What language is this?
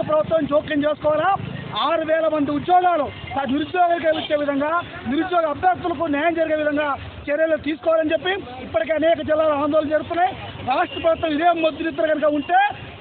Telugu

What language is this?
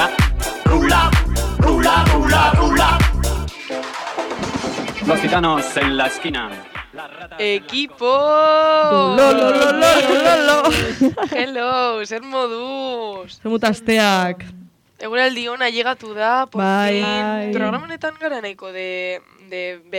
Basque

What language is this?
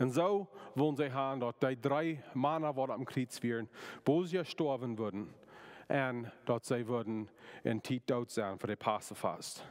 Plautdietsch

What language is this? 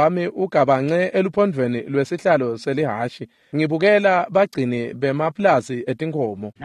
Swati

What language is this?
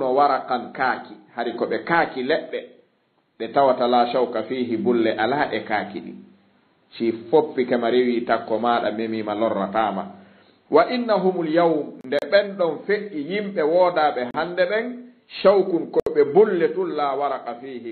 Fula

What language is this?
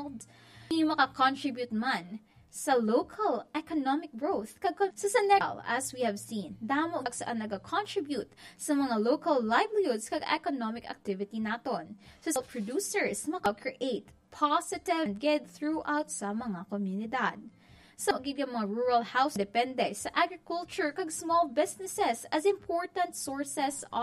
Hiligaynon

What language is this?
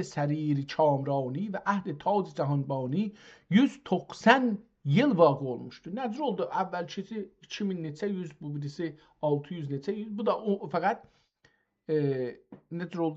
South Azerbaijani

